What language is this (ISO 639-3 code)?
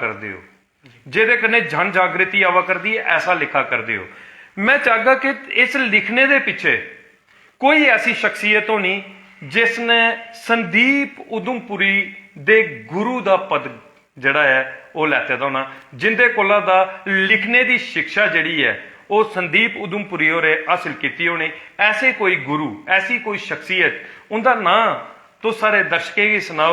doi